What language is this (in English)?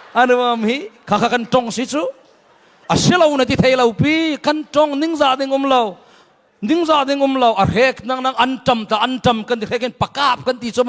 Falam Chin